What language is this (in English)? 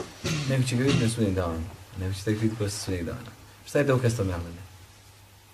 Bosnian